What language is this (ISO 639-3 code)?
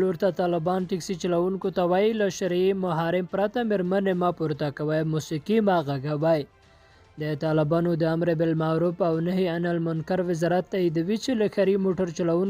pus